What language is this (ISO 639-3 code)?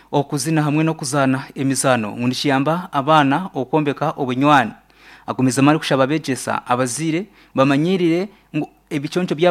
nyn